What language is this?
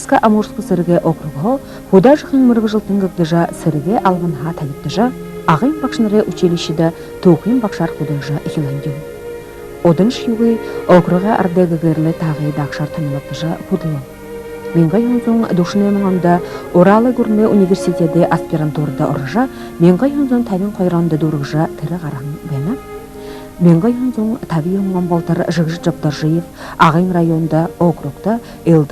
Buriat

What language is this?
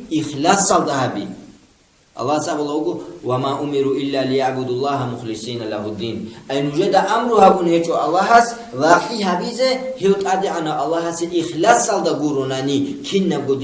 Avaric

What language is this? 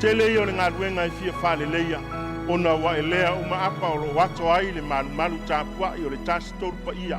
Samoan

